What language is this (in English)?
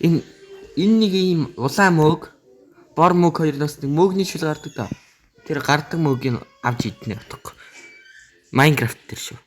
Mongolian